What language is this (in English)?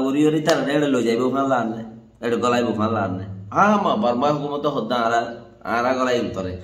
Rohingya